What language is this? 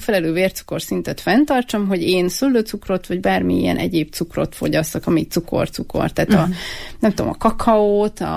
Hungarian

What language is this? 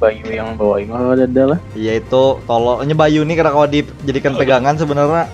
Banjar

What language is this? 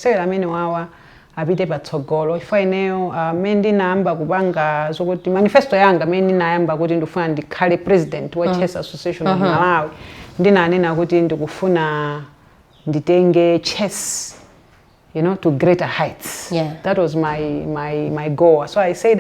Nyanja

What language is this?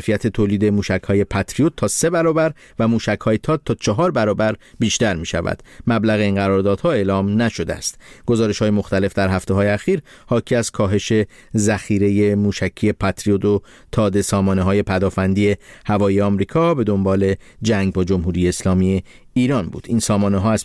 Persian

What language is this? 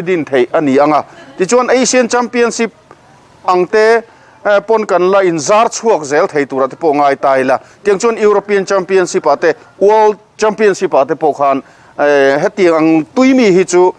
Mizo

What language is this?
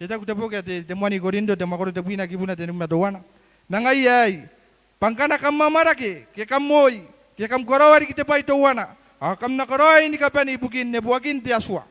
Gilbertese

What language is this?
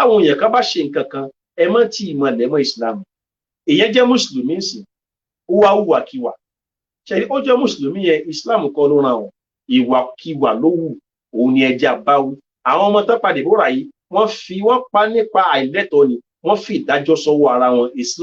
Yoruba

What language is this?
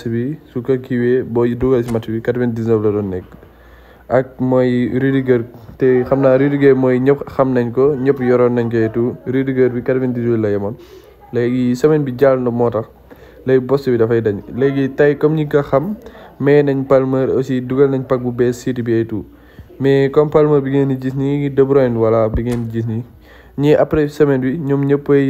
Wolof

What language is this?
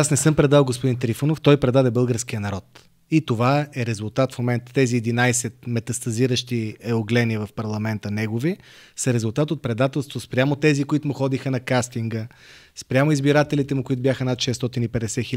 Bulgarian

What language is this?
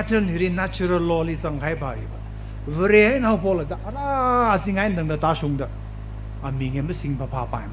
Tangkhul Naga (India)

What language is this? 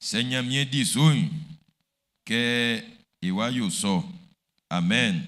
Baoulé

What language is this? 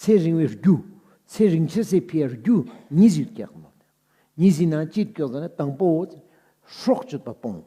Ladakhi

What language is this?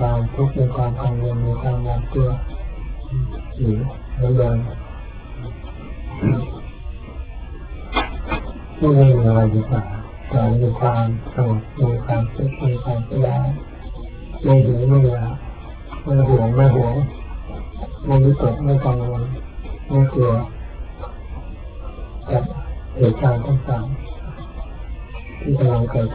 Thai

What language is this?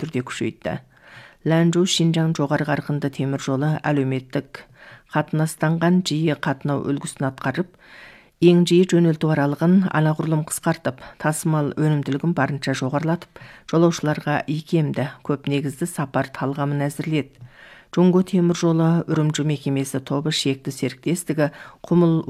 Kazakh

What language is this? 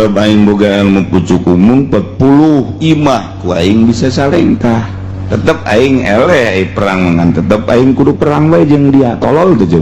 Sundanese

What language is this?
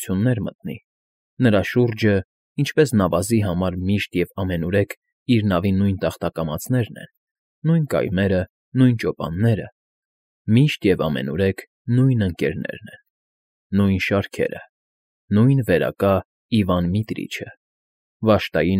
Armenian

